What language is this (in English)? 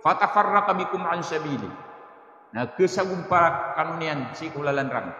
Maranao